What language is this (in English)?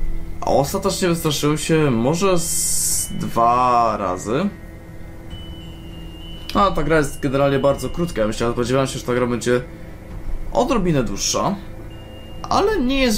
Polish